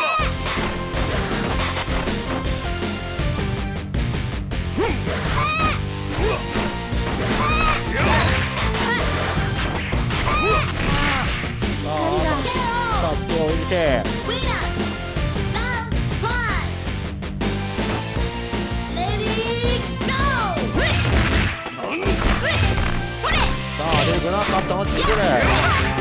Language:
Japanese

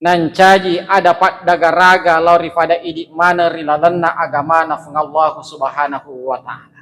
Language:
Buginese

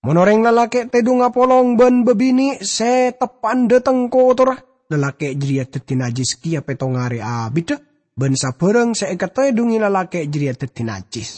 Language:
Madurese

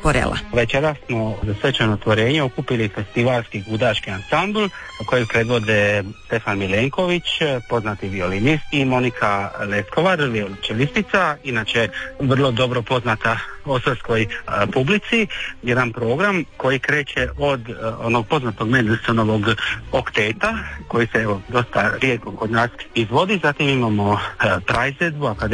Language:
Croatian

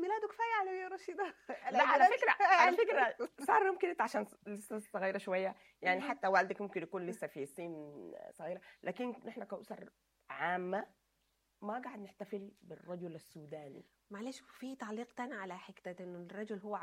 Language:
Sudanese Arabic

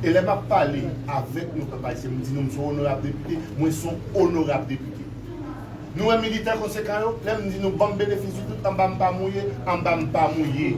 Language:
Haitian Creole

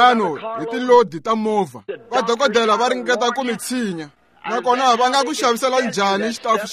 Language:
Tsonga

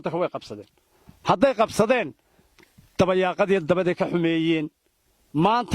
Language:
Somali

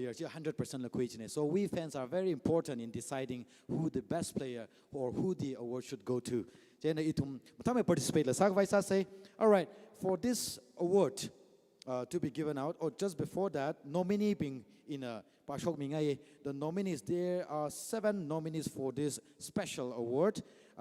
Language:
Tangkhul Naga (India)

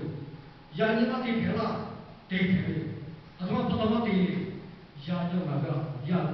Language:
Lahu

